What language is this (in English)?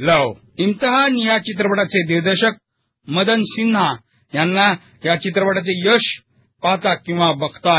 Marathi